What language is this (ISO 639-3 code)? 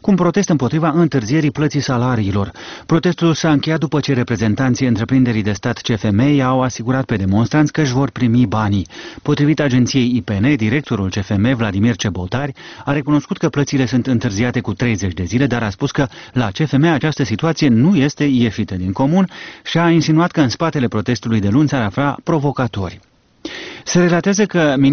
ron